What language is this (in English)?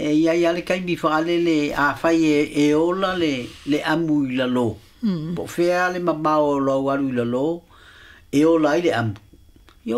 Samoan